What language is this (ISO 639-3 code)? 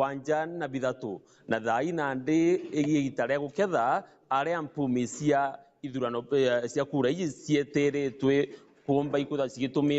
mer